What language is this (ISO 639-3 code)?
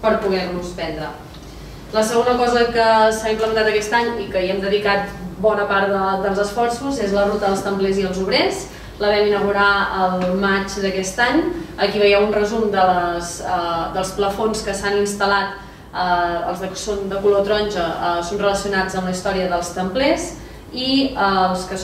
cat